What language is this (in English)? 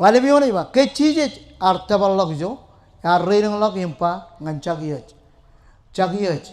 Marshallese